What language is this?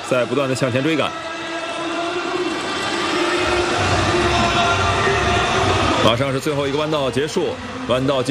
Chinese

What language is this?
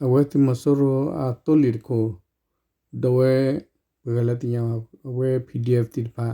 S'gaw Karen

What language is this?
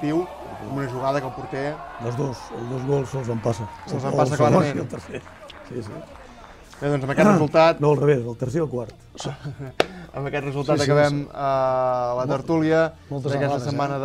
Catalan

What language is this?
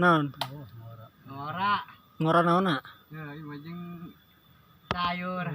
Sundanese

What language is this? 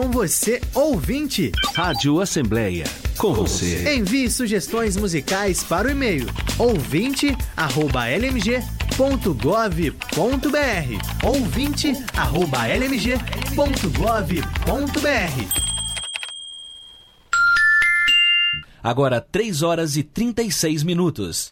Portuguese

